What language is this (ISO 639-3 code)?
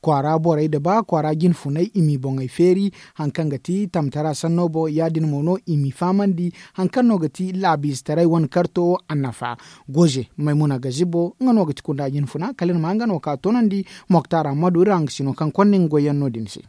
dje